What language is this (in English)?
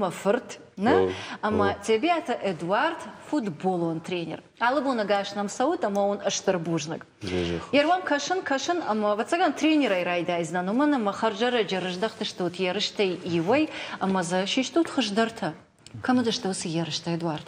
Ossetic